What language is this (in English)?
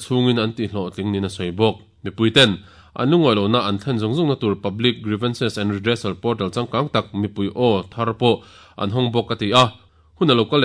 Mizo